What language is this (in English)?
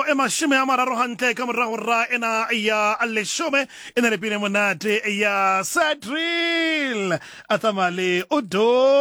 Southern Sotho